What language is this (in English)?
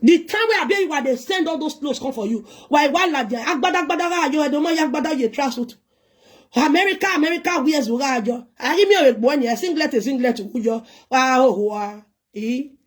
Nigerian Pidgin